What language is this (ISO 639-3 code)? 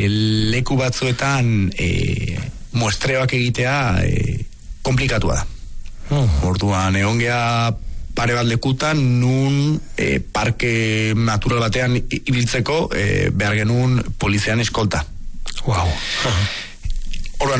eus